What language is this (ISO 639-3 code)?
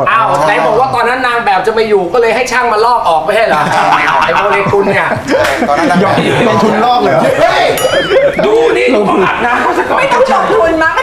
tha